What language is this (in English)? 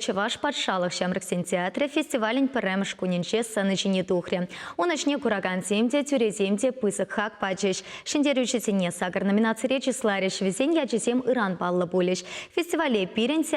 Chuvash